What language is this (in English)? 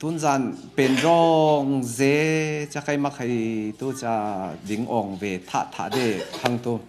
Falam Chin